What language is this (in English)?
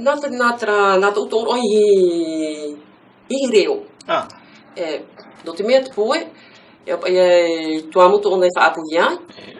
Tahitian